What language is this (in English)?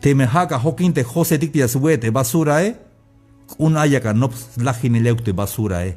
Tzeltal